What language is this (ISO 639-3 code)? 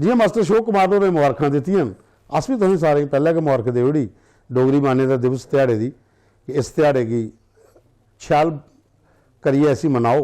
doi